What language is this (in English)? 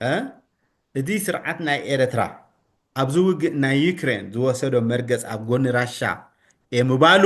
Tigrinya